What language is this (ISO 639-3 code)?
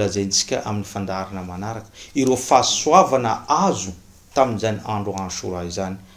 mlg